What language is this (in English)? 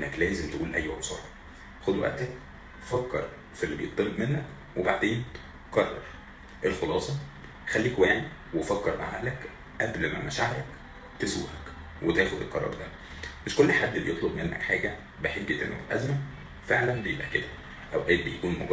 Egyptian Arabic